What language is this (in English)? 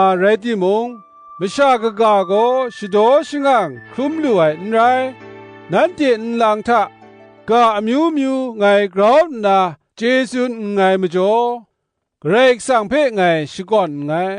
Kachin